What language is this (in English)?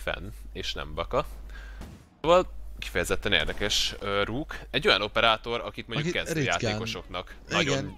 Hungarian